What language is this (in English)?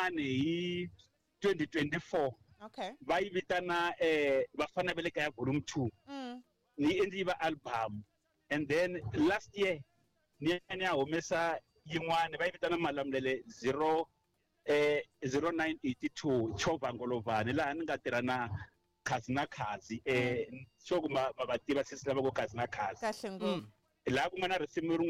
Tsonga